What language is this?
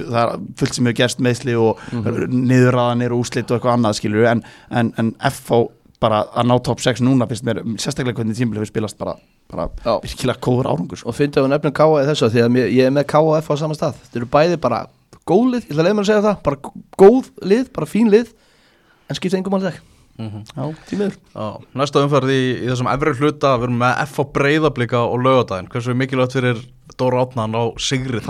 Icelandic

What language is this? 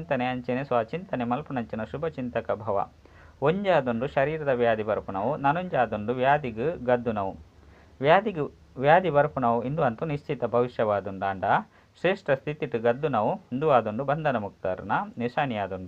Tulu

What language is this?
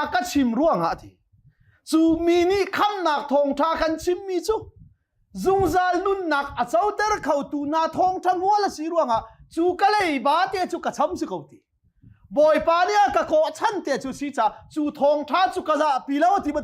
Hakha Chin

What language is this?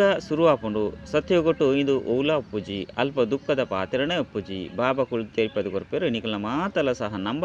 Tulu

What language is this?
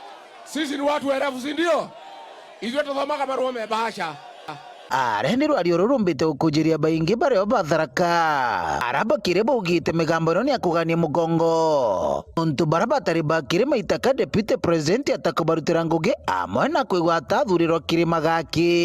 Meru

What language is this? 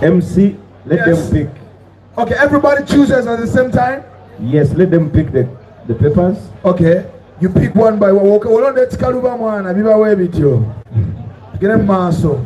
Soga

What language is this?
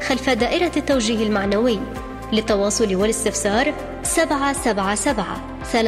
Arabic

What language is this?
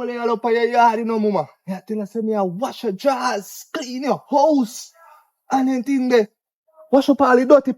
Jamaican Creole English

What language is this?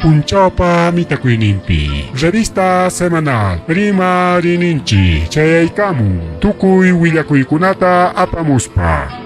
Ayacucho Quechua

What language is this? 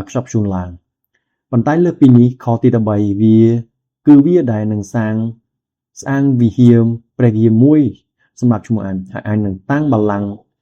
Khmer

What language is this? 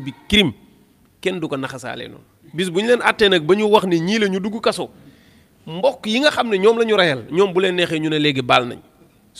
Wolof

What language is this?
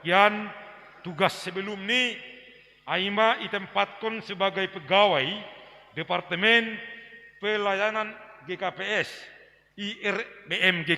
Batak Simalungun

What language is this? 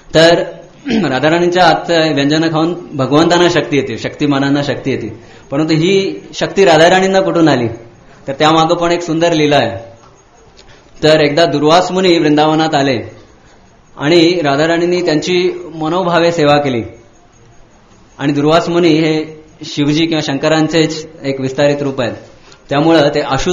Marathi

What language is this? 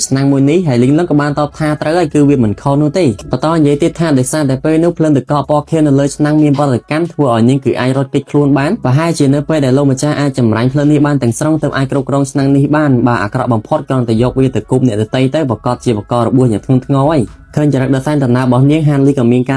Khmer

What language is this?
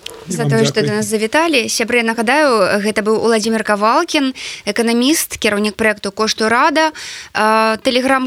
Belarusian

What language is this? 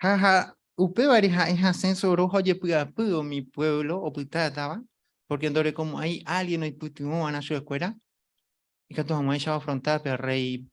Guarani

